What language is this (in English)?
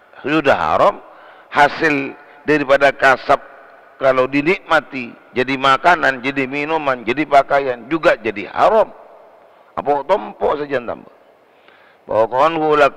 Madurese